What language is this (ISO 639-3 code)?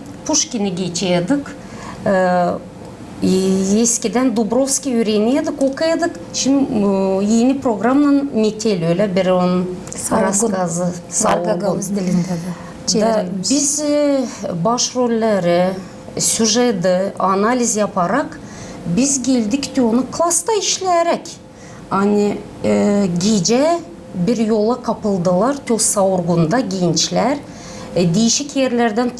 gag